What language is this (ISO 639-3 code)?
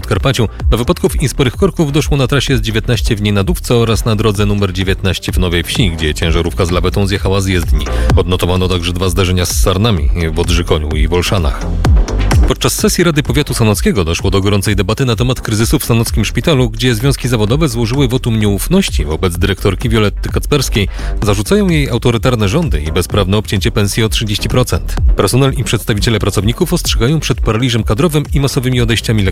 pol